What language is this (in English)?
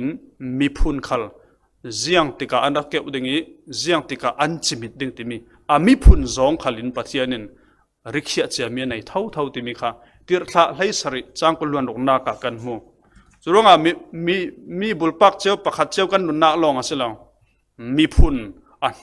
Falam Chin